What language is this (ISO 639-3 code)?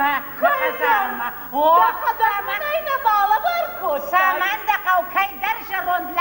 oss